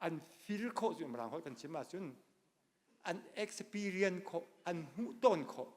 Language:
Hakha Chin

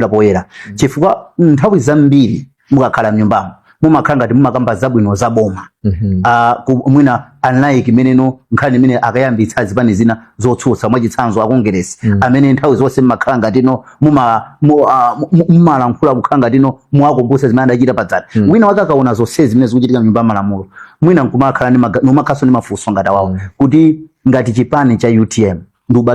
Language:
Nyanja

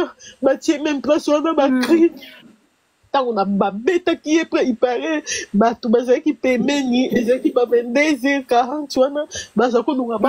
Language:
Lingala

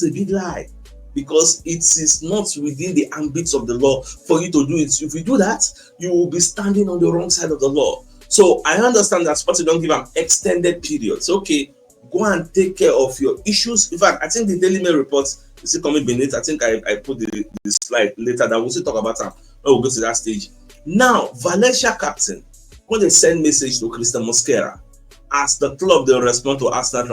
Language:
Nigerian Pidgin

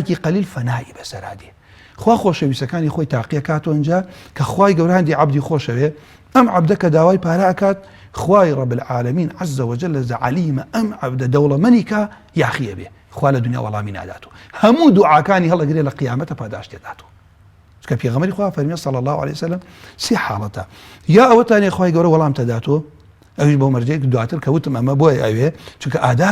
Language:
Central Kurdish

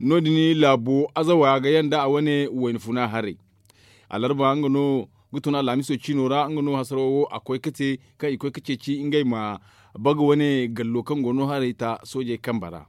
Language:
Zarma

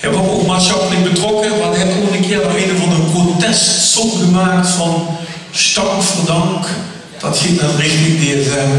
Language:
Limburgish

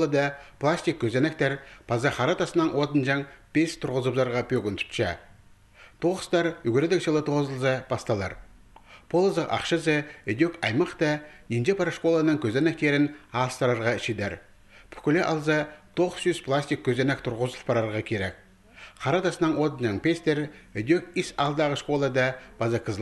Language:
Khakas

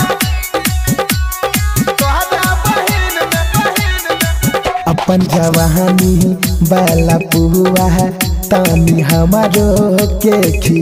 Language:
Bhojpuri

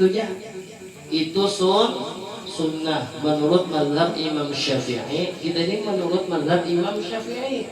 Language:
Banjar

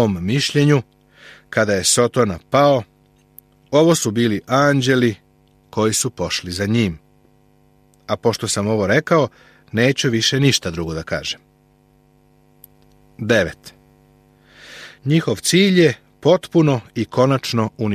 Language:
Serbian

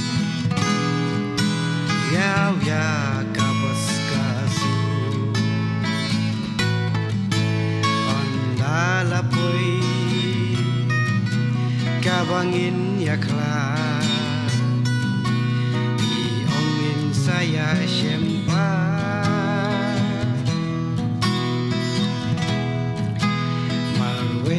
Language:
Khasi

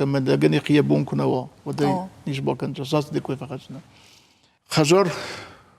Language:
Ossetic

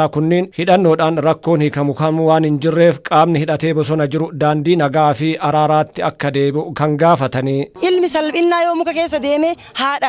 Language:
Oromo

